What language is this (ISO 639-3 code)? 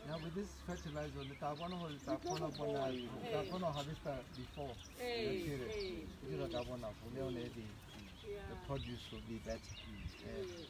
tsn